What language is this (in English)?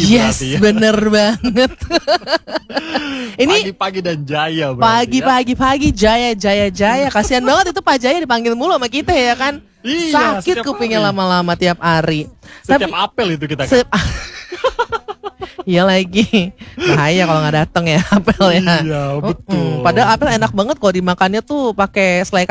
Indonesian